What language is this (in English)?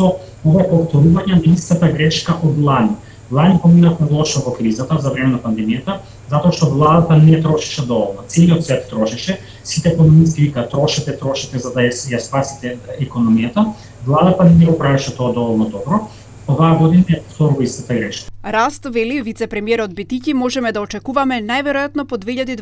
Macedonian